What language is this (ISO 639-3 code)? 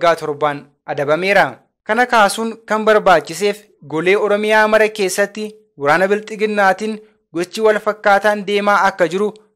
orm